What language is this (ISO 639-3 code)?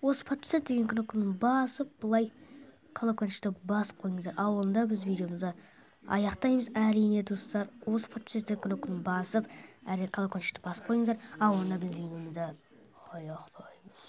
kaz